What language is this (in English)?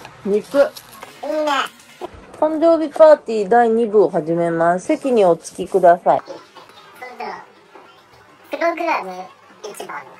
Japanese